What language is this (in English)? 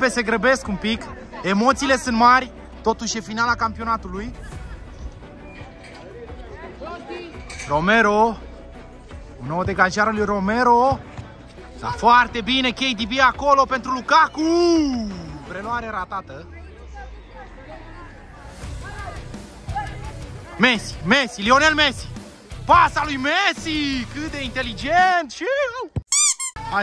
Romanian